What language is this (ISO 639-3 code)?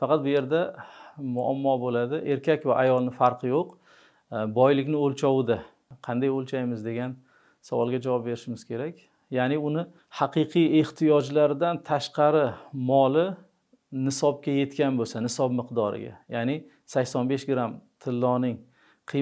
uzb